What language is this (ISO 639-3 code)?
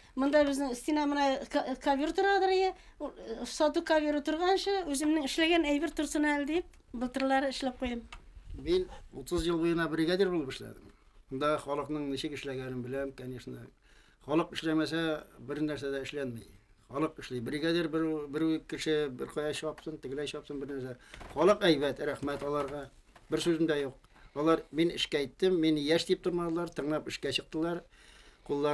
bak